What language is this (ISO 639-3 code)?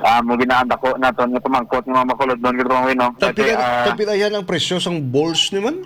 hil